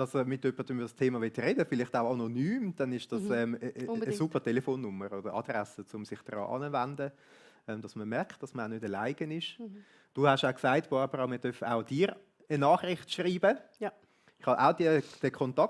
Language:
Swiss German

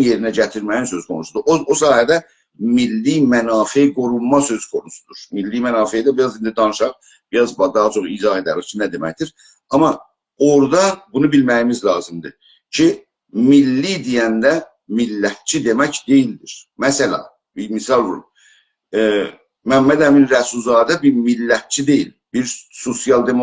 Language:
South Azerbaijani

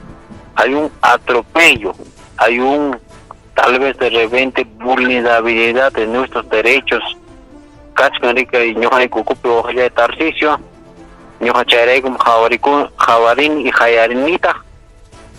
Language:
Ayacucho Quechua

